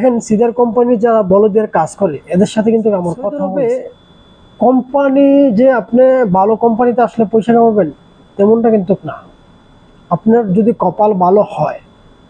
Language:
Bangla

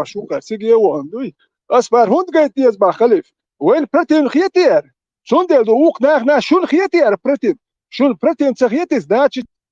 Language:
Chechen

